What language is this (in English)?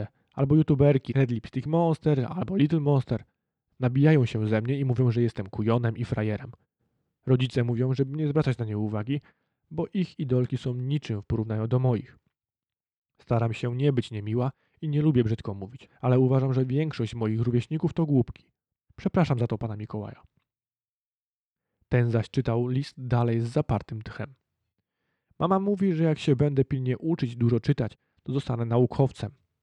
Polish